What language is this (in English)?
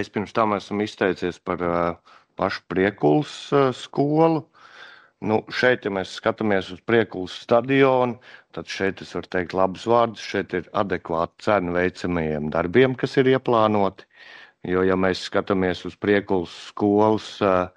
Latvian